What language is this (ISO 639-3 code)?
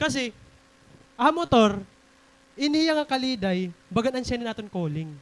war